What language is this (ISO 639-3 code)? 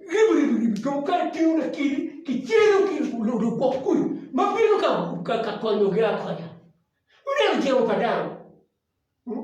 ach